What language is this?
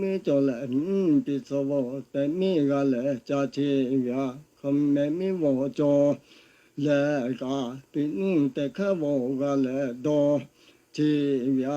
Lahu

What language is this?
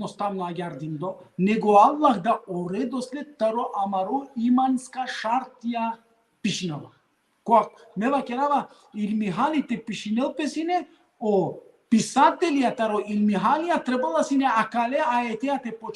Balkan Romani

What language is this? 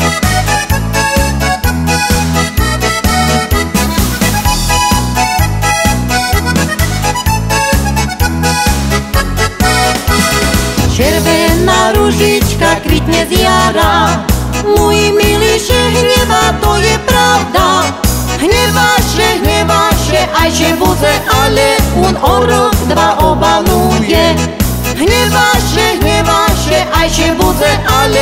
Slovak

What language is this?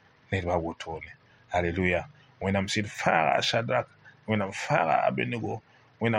Mossi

